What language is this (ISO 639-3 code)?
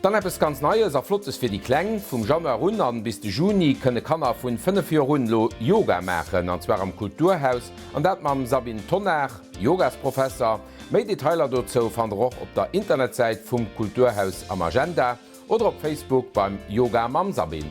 ltz